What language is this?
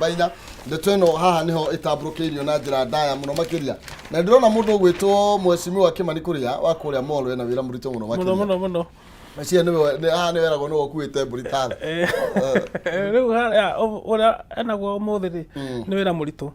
Kikuyu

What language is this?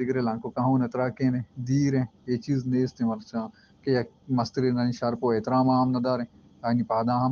Baluchi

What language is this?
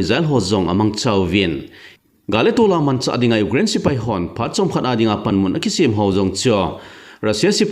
Thado Chin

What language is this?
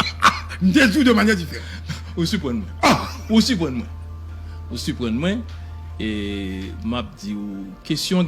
Haitian Creole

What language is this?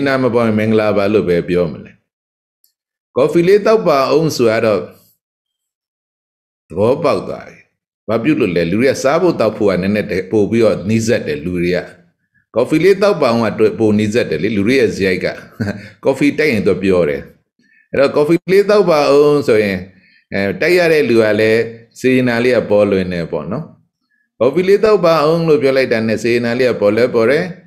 Burmese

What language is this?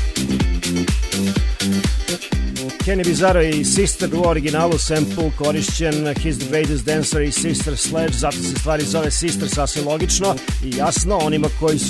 Serbian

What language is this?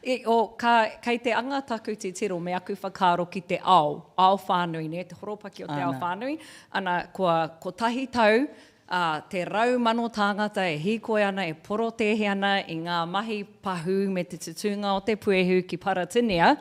Māori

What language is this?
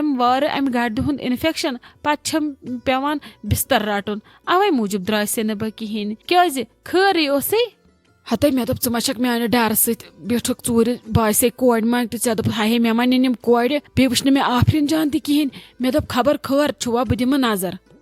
Kashmiri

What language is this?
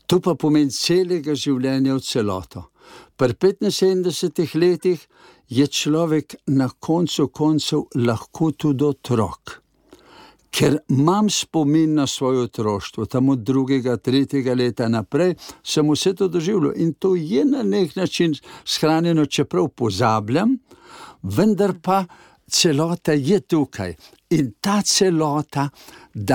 Slovenian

